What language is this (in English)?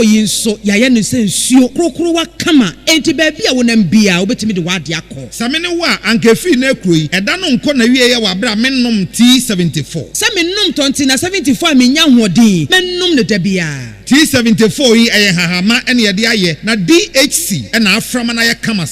Akan